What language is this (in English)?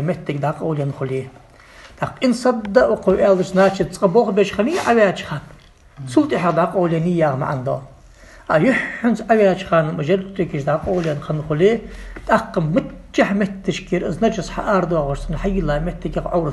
Ingush